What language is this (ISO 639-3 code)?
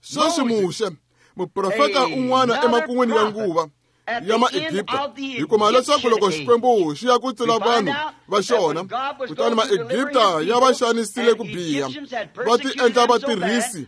tso